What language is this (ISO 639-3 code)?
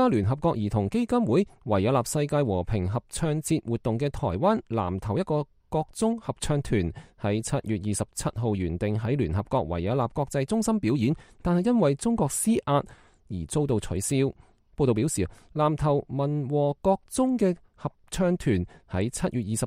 yue